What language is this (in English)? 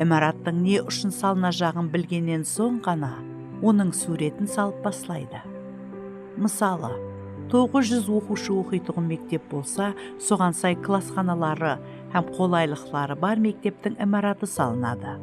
Kara-Kalpak